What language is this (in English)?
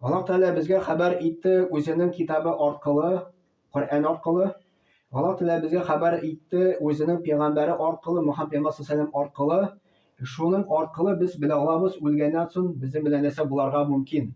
Tatar